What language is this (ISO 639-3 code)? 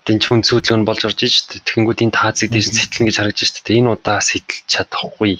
mon